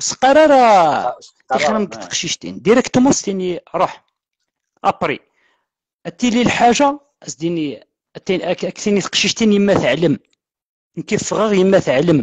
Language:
Kabyle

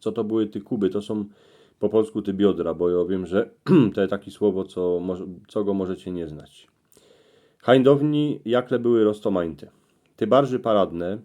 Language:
Silesian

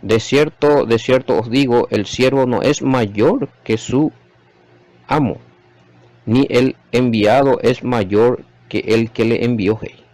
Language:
Guarani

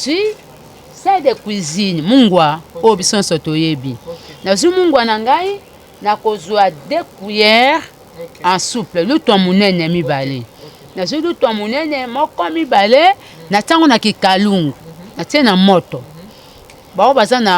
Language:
Lingala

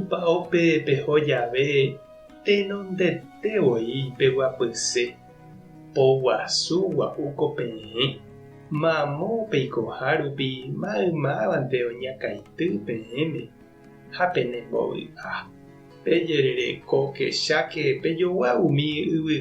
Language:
Guarani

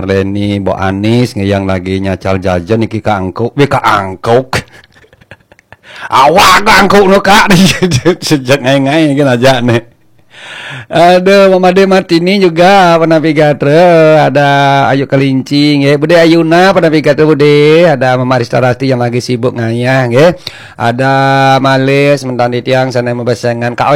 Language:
Balinese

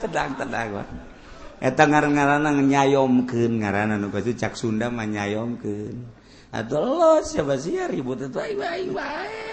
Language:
Sundanese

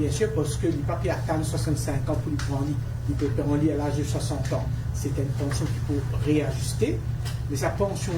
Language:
Morisyen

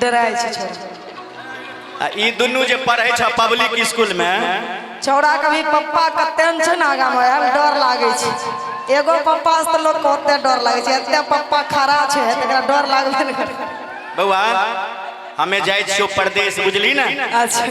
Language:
Maithili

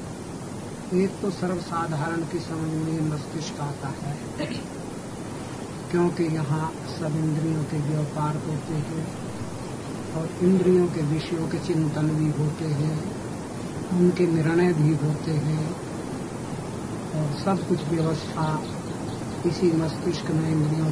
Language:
Hindi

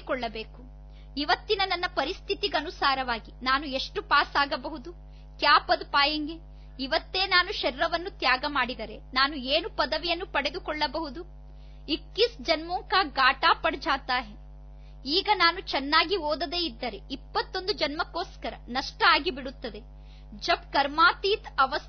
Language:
Kannada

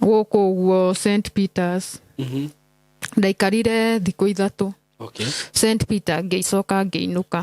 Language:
Kikuyu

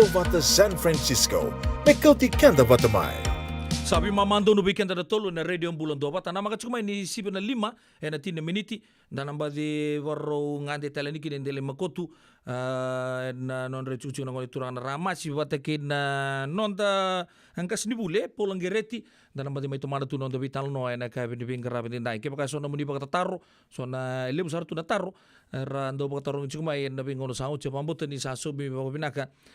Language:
Fijian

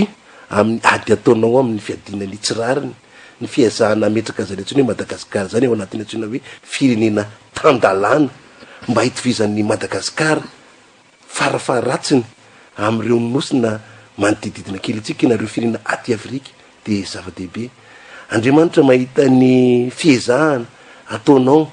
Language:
Malagasy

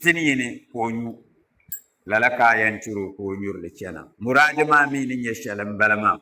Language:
Dagbani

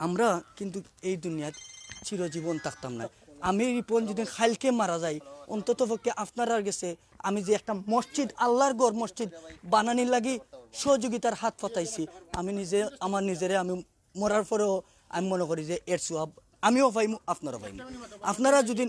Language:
Sylheti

